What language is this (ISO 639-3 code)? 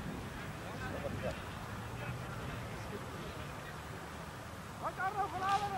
afr